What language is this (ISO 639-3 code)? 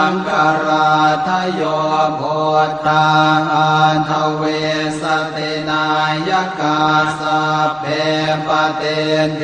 pli